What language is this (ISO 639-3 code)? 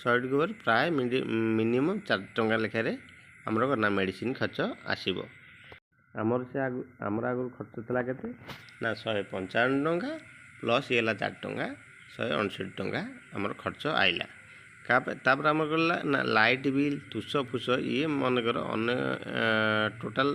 ori